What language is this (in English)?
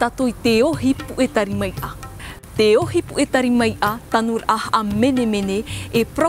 Tahitian